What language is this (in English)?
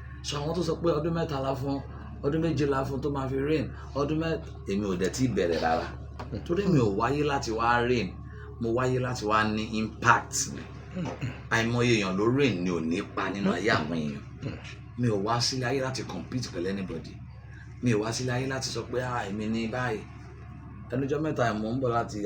Yoruba